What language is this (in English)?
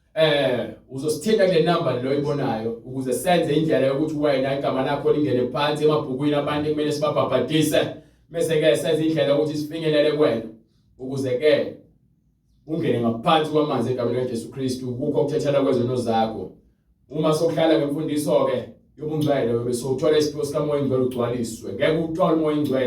Zulu